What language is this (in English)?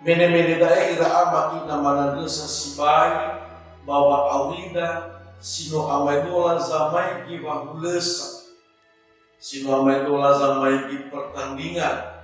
Nias